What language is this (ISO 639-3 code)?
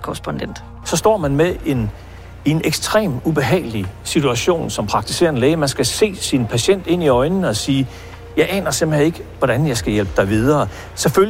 dan